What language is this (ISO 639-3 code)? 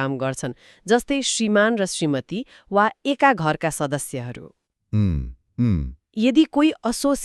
nep